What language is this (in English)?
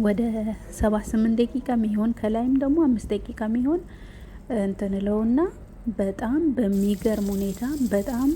Amharic